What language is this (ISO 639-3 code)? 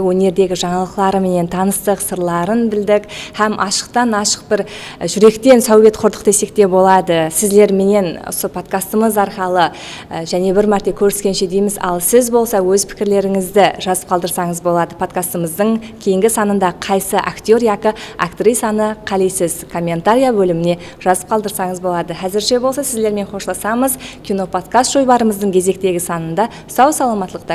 kaa